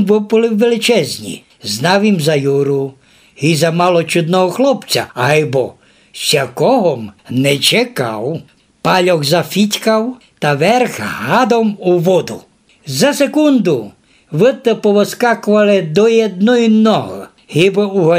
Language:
Rusyn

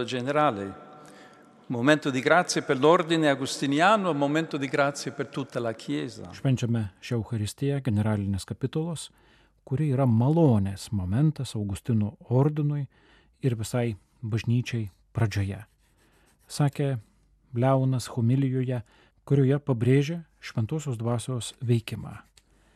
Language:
Lithuanian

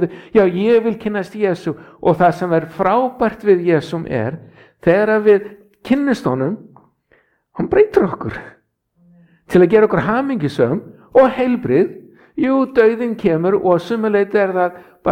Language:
Icelandic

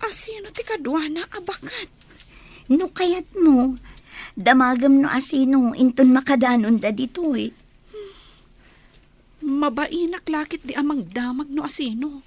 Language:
Iloko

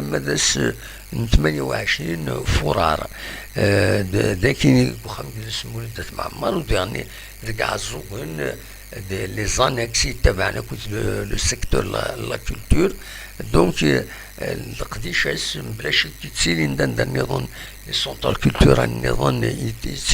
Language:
Kabyle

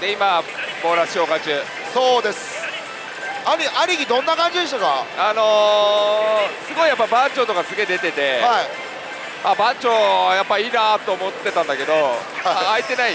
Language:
Japanese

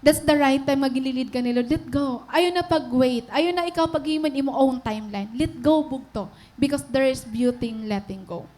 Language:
Waray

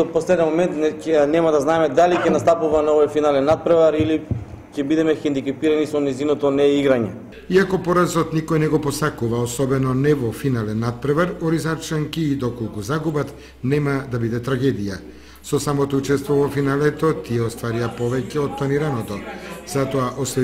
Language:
Macedonian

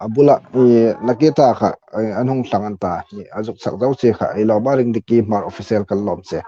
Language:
Hmar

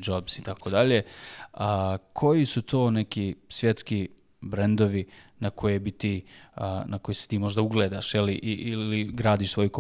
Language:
Bosnian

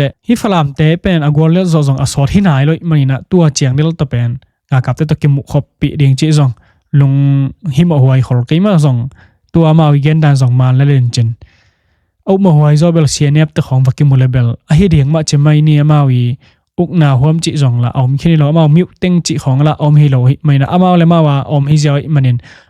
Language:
Tedim Chin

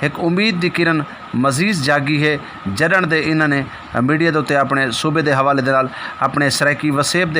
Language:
Saraiki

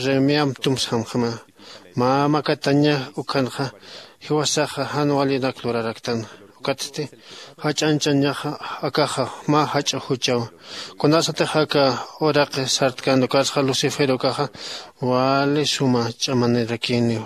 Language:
Aymara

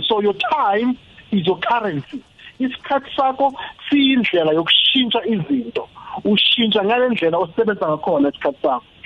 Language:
South Ndebele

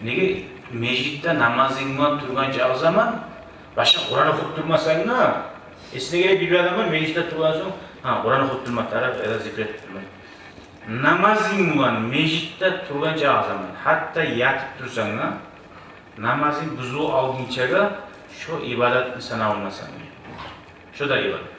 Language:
Kumyk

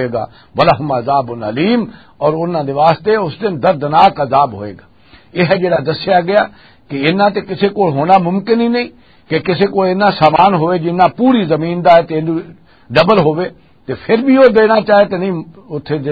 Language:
Western Panjabi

